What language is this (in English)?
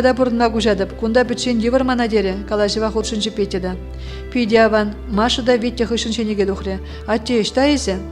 Chuvash